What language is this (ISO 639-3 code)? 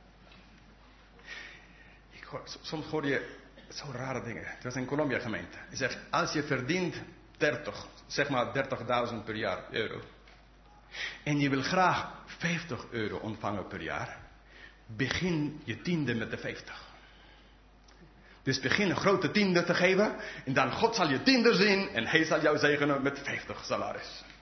nld